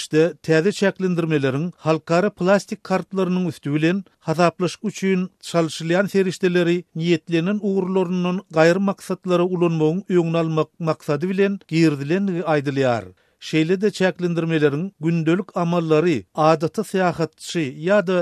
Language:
Turkmen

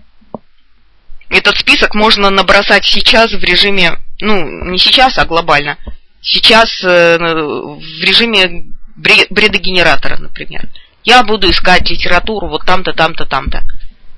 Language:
Russian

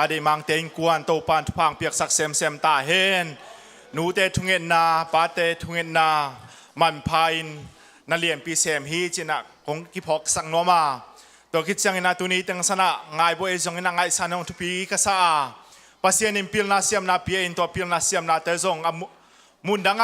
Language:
Tedim Chin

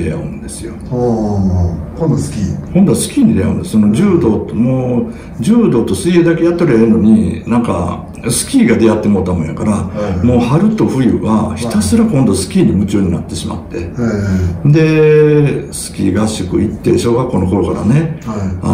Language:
Japanese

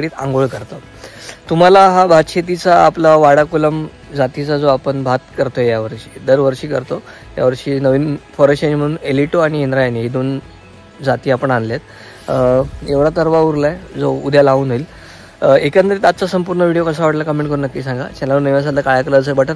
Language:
Marathi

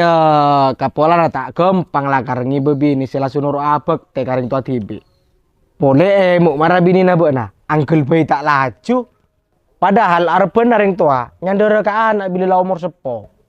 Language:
Madurese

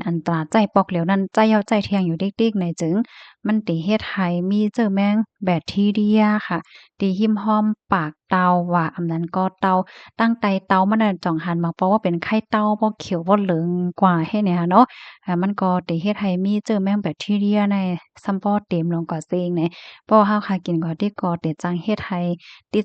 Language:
Shan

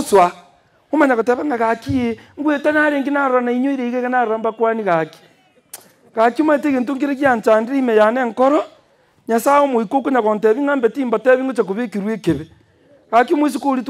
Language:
Gusii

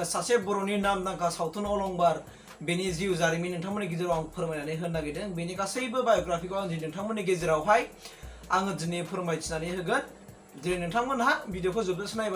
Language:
Bodo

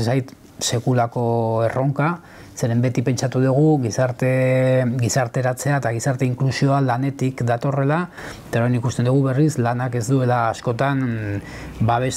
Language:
Basque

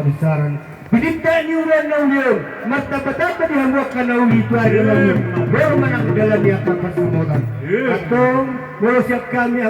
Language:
Batak Toba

